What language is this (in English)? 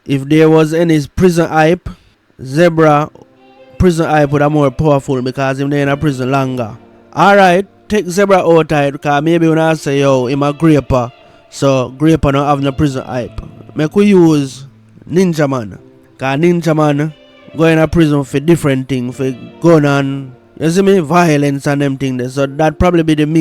Jamaican Creole English